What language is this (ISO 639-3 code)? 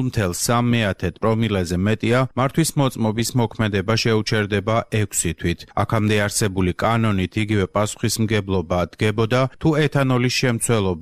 kat